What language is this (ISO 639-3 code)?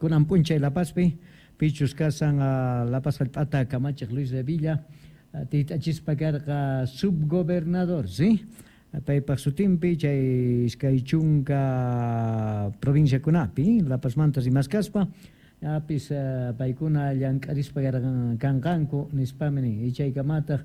que